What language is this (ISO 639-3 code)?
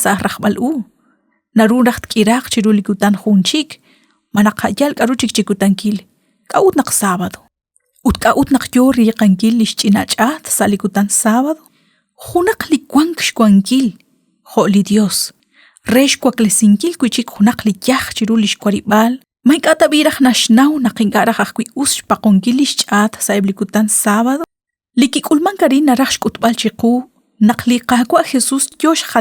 kek